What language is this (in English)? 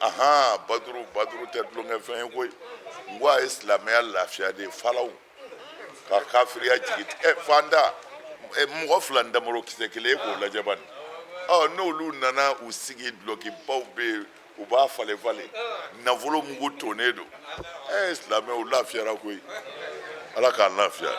Bambara